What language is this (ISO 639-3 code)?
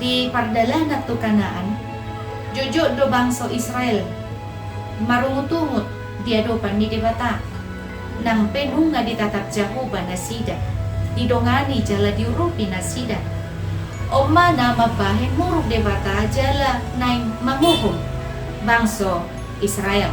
bbc